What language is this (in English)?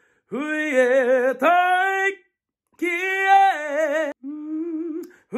Māori